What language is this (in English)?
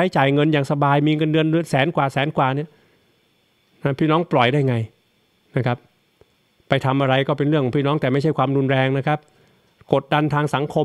Thai